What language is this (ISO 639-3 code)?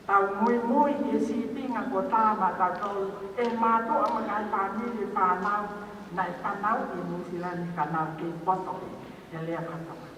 ton